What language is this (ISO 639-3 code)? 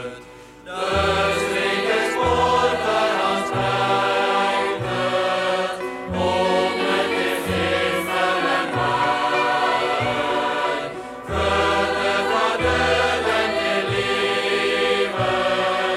nor